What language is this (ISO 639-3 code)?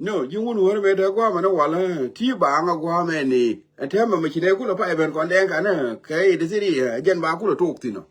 nus